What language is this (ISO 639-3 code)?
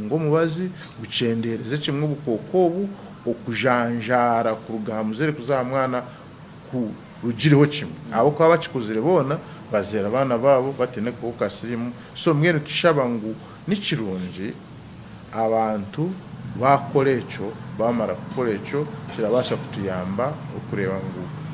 nyn